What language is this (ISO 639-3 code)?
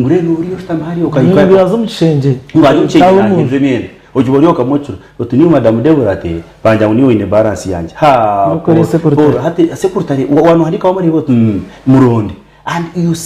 nyn